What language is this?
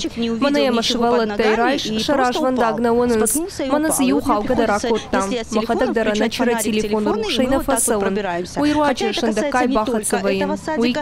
Ossetic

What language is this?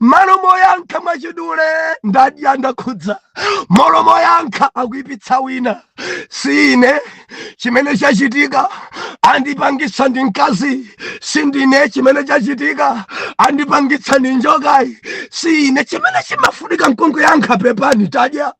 Nyanja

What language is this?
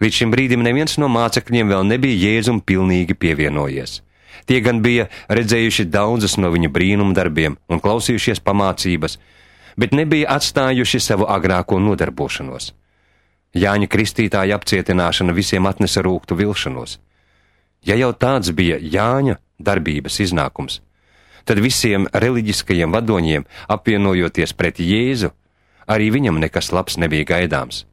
Latvian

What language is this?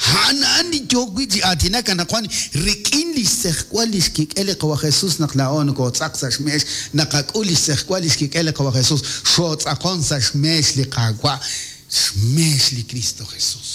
Kekchí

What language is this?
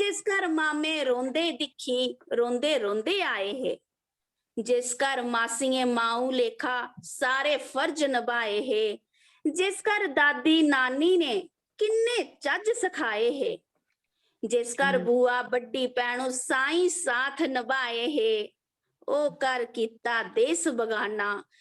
Dogri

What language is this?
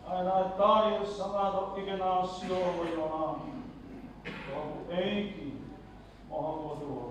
Tongan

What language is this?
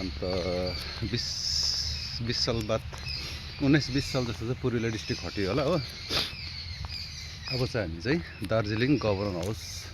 Nepali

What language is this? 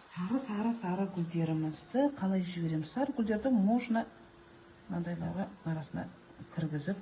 Kazakh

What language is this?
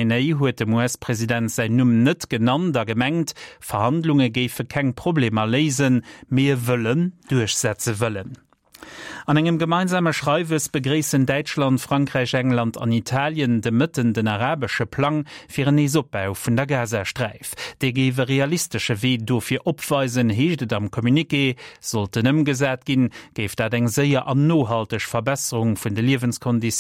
Luxembourgish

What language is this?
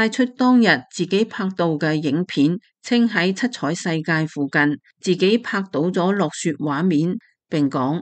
Cantonese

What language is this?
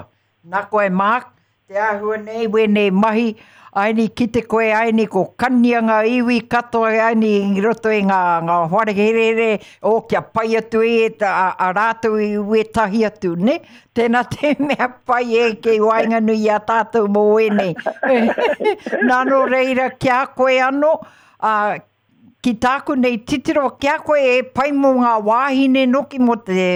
Māori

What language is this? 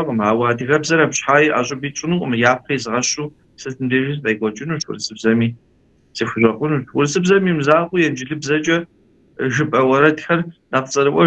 Kabardian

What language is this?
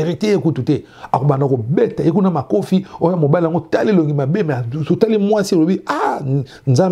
Lingala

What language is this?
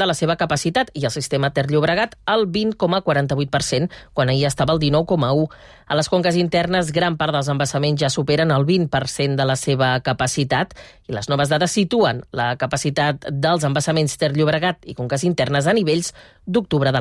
Catalan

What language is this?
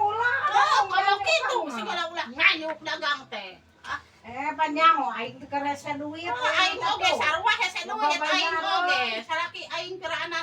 Sundanese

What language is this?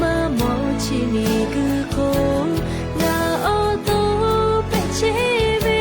Lahu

